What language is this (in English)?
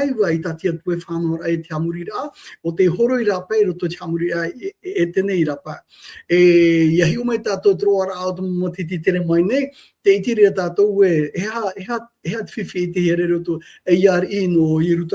Tahitian